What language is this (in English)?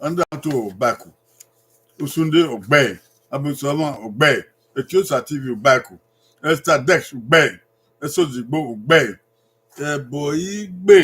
Bini